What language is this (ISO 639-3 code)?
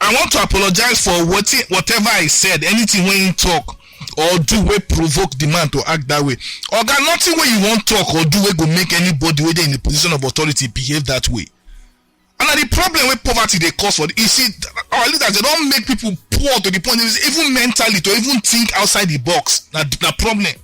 pcm